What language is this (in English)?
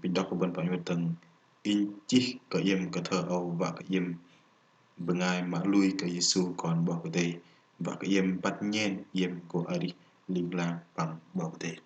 Bahnar